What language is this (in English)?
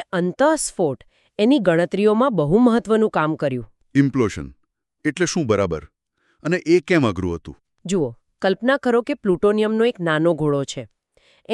Gujarati